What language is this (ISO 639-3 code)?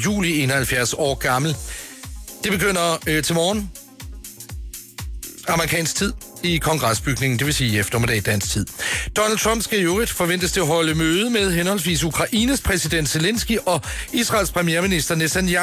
dan